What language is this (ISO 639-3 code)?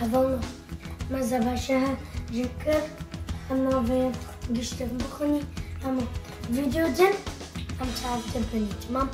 kur